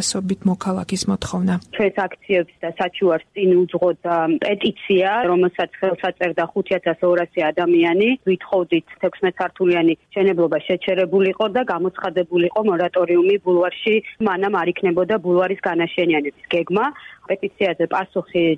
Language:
Georgian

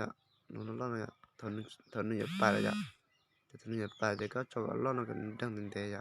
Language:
Hmong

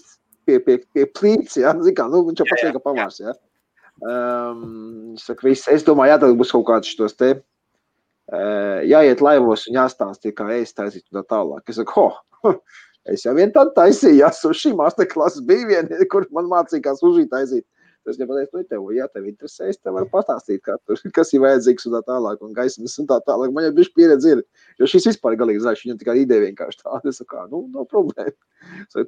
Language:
Latvian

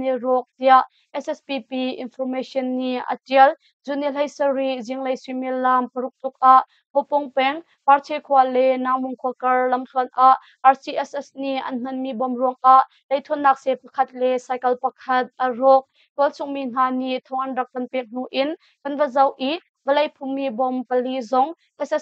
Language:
Hakha Chin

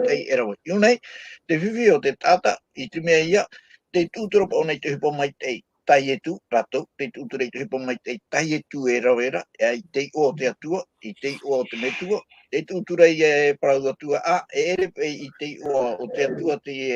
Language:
Tahitian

